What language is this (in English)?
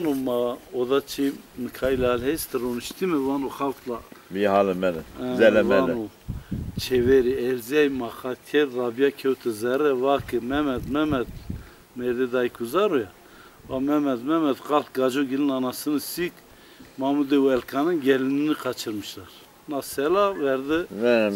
Zaza